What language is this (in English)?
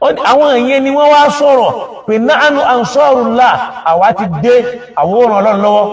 Yoruba